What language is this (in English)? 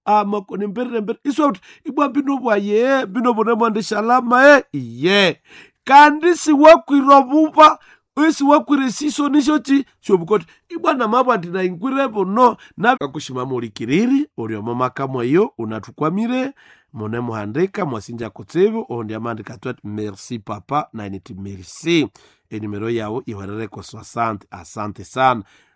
Nande